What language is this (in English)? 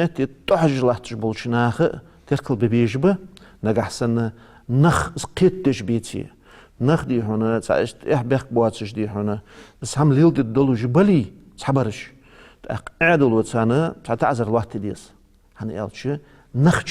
Ingush